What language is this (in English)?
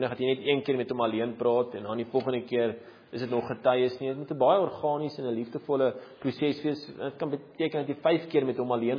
Afrikaans